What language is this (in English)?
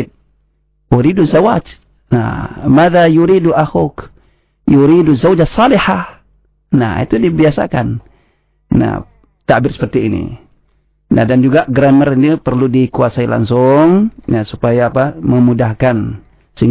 Indonesian